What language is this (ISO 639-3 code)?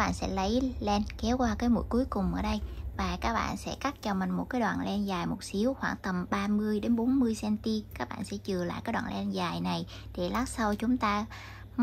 vie